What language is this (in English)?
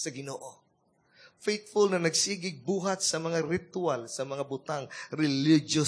Cebuano